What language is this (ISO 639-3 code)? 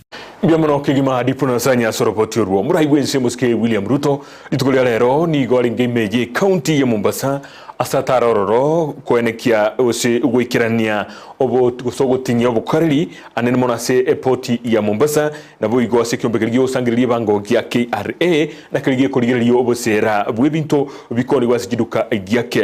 guz